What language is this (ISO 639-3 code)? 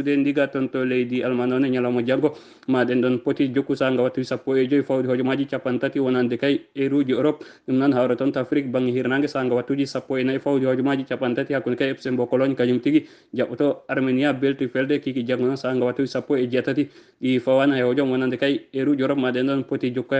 ful